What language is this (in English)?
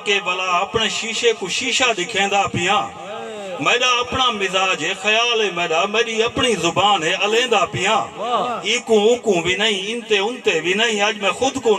Saraiki